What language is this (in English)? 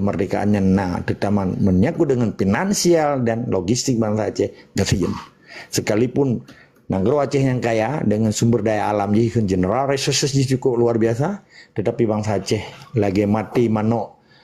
Achinese